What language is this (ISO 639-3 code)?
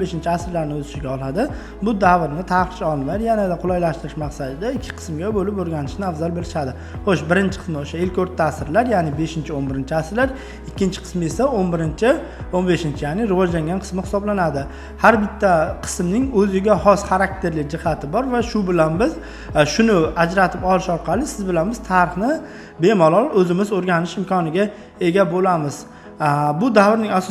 uzb